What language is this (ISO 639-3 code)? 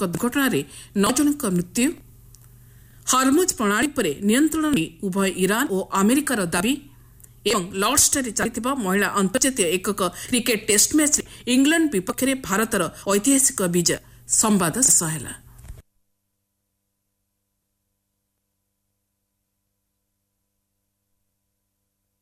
ori